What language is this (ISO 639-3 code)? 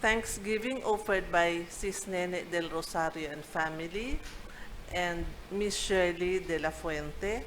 bik